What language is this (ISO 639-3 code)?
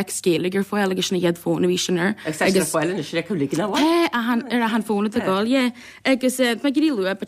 gle